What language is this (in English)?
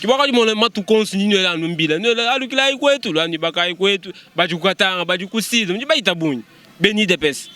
Luba-Lulua